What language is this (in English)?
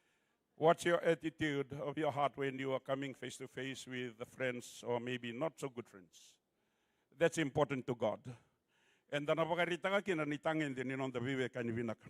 Fijian